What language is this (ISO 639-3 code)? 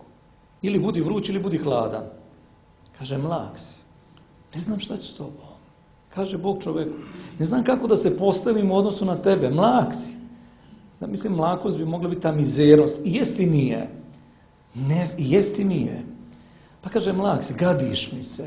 srp